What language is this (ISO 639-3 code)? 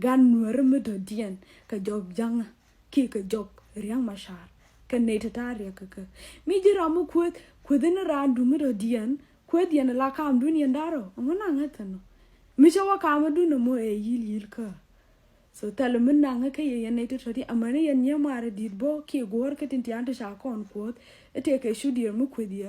nus